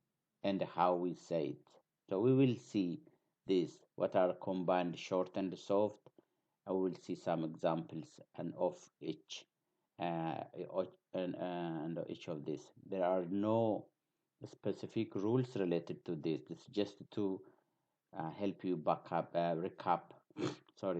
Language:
English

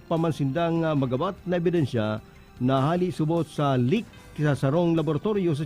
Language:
Bikol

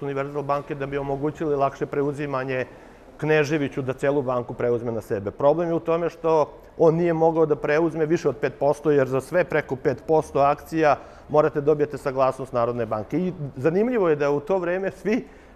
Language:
Serbian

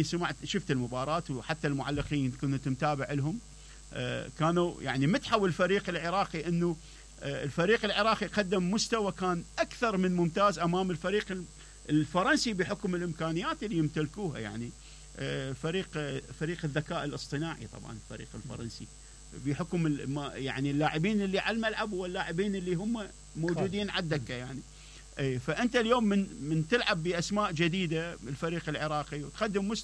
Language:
Mesopotamian Arabic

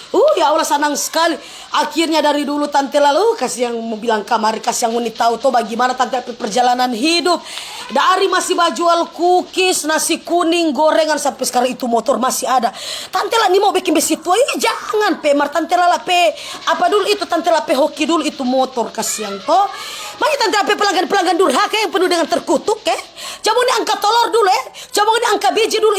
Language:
Manado Malay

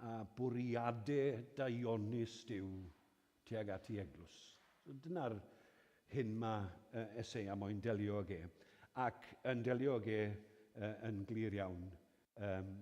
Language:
Welsh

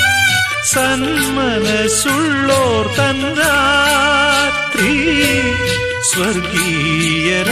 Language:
Malayalam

